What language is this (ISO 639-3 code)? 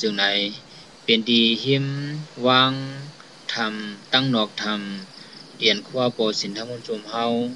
shn